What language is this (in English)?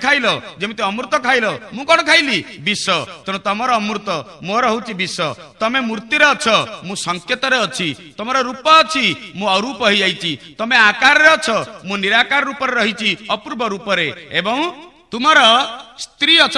Odia